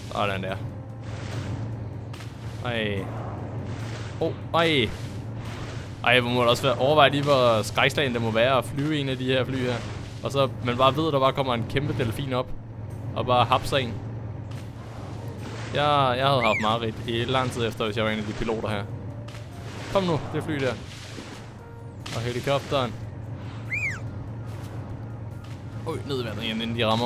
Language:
Danish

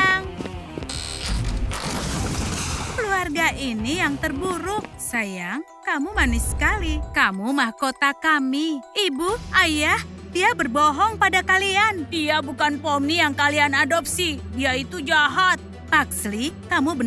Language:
Indonesian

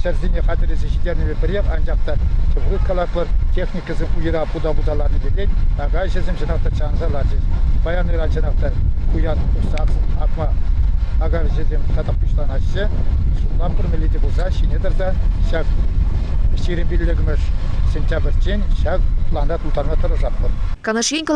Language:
Chuvash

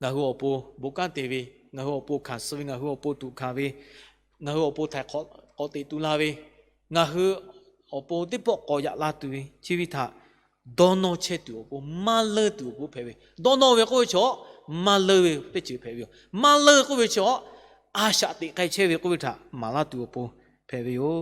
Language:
Lahu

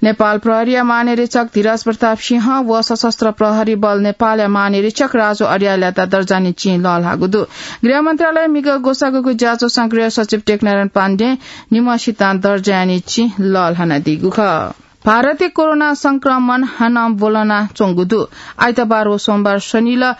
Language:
Newari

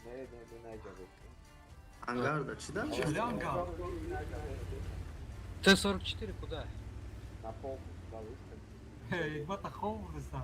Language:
Tajik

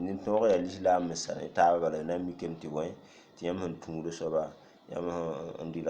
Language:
Mossi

